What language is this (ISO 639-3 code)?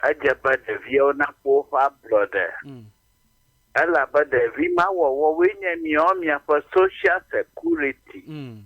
ewe